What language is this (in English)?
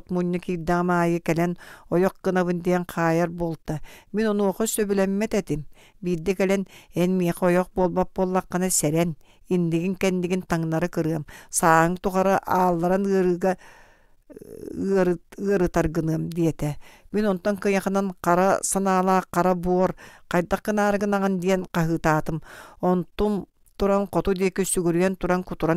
Yakut